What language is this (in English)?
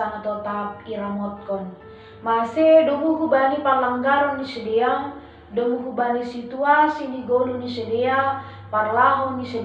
Batak Simalungun